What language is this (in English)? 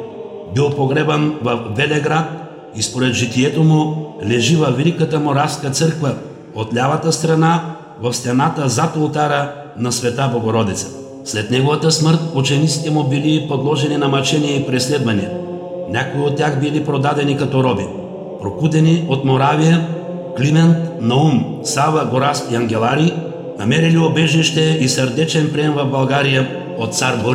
Bulgarian